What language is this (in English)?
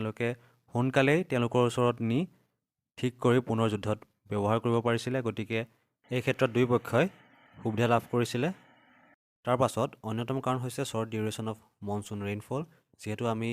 Assamese